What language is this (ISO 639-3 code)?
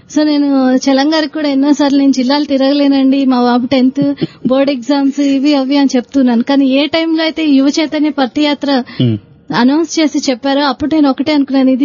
tel